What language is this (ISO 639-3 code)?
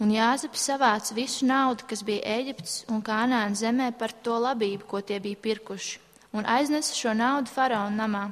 lav